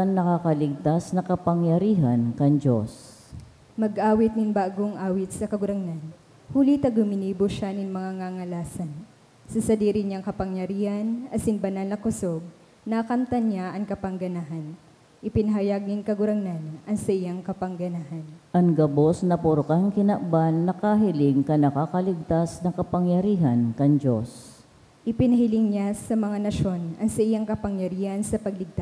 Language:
Bikol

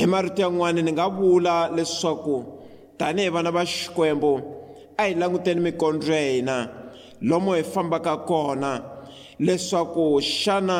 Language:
Tsonga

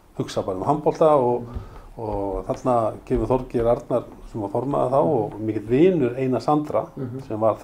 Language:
Icelandic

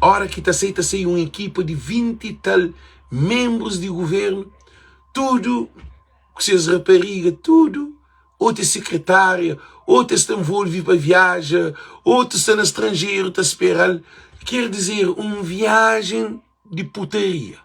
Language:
Kabuverdianu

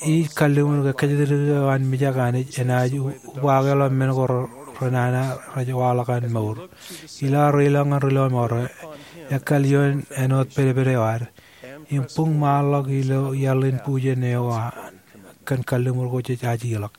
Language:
Marshallese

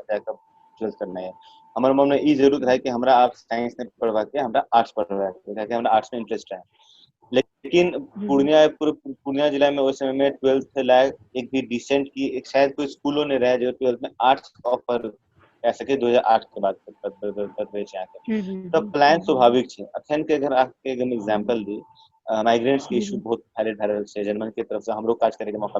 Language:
Maithili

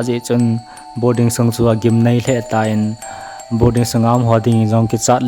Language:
Thado Chin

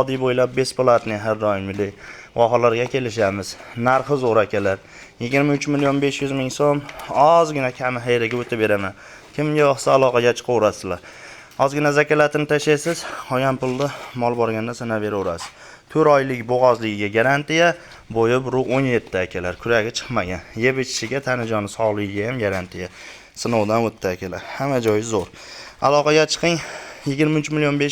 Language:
Uzbek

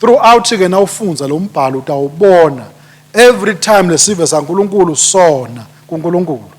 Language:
Swati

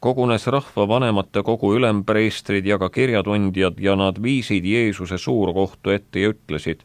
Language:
Estonian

